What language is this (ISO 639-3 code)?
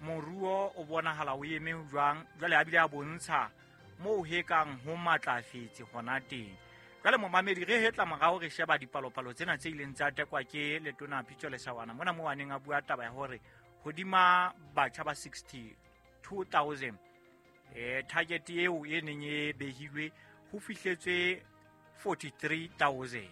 sot